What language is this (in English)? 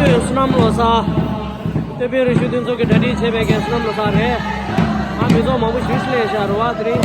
Tibetan